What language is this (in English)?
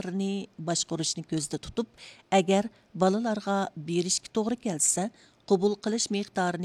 Uyghur